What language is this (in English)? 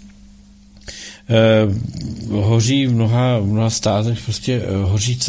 Czech